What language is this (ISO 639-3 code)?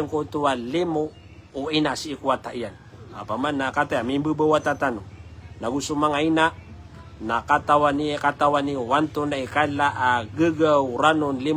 mrw